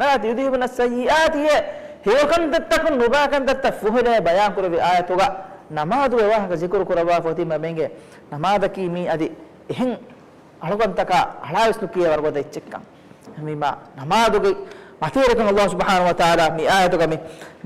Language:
Divehi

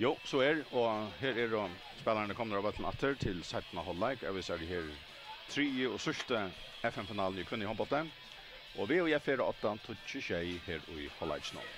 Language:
Faroese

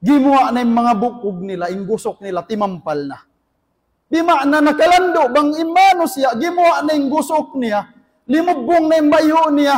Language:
Tausug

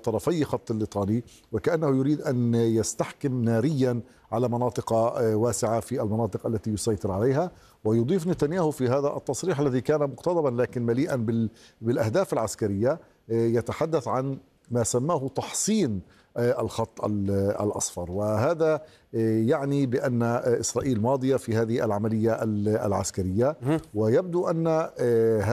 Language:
Arabic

